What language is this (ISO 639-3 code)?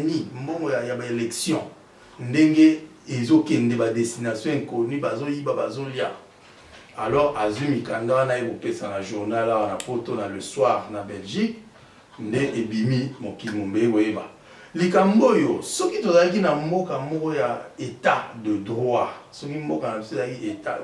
lin